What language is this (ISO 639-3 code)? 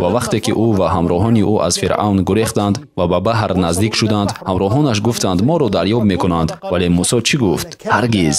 tgk